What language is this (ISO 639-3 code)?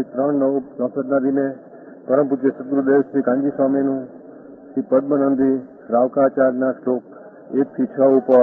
guj